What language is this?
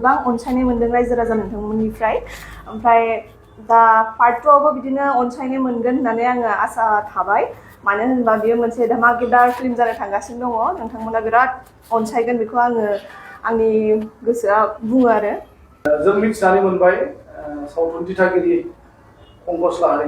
Bodo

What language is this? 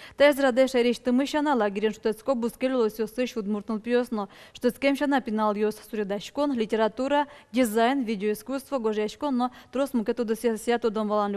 Udmurt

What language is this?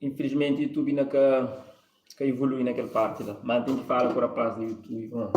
Kabuverdianu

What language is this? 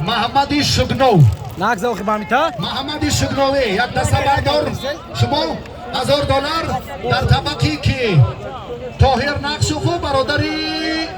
Tajik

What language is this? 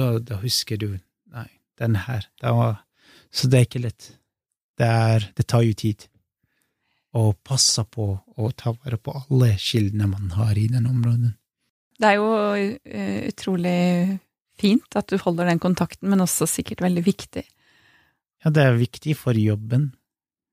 Norwegian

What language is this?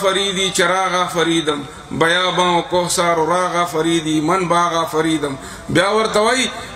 Pashto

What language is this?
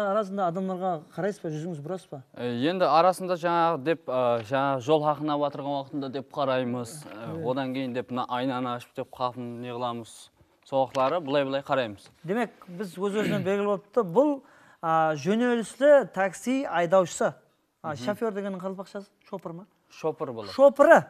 Kara-Kalpak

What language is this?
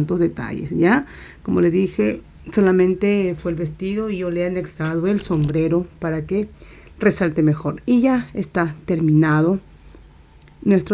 Spanish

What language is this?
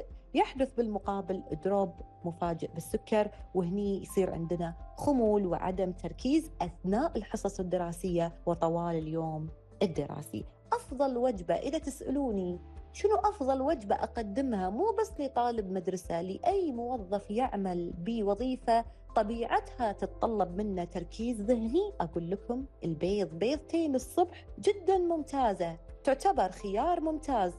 Gulf Arabic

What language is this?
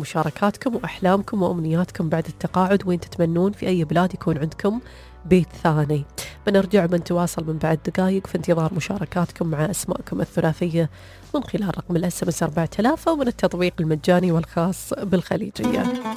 Najdi Arabic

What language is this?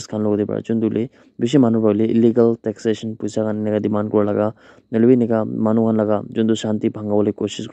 Naga Pidgin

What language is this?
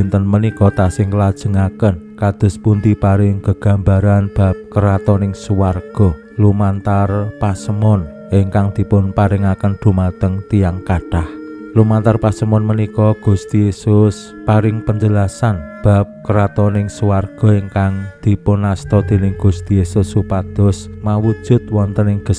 Javanese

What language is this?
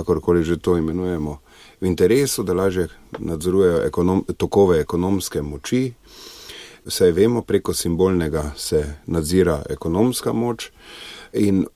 Slovenian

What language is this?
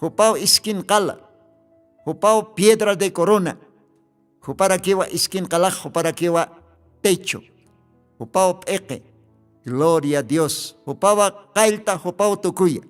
Aymara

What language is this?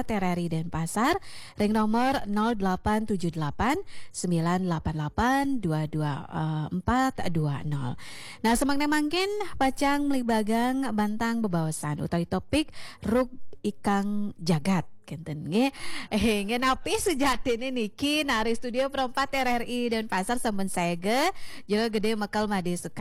Balinese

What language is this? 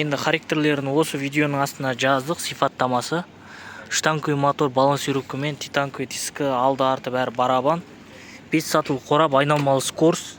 Kazakh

